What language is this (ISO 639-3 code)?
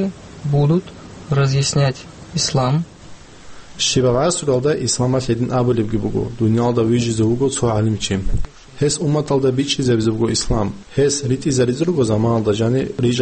ava